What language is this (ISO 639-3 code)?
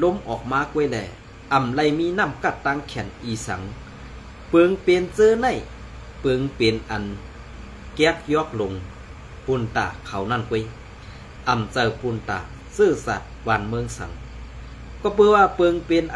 shn